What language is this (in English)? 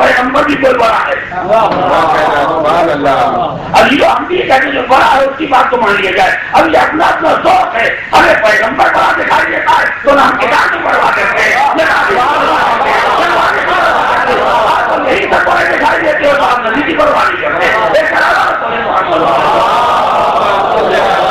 Urdu